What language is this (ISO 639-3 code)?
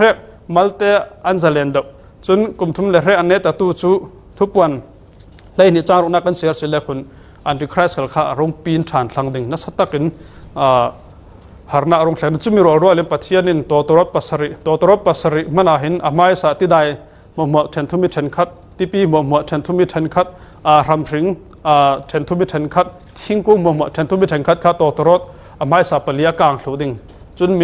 cfm